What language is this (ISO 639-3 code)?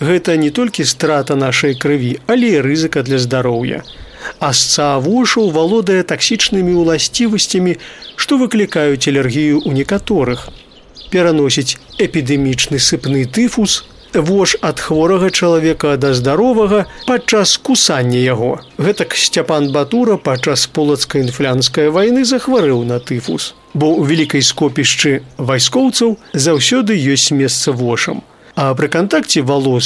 bel